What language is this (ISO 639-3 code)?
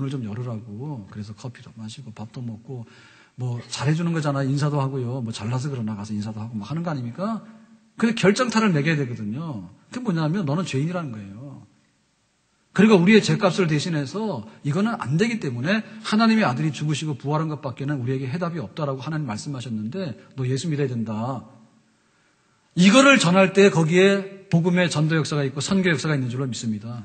kor